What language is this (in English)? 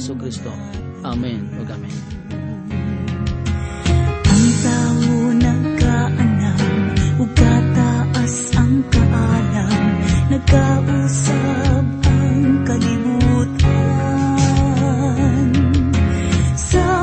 Cebuano